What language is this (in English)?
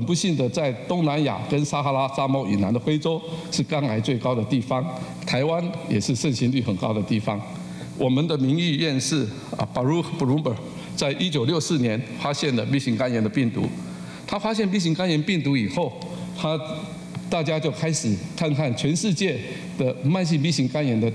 Chinese